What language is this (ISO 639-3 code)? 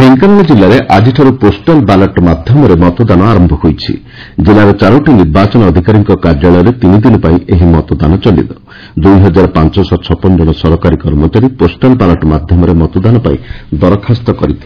ori